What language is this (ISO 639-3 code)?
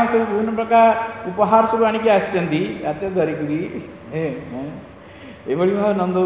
ori